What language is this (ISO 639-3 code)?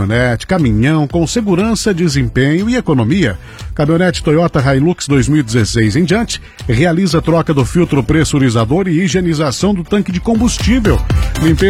por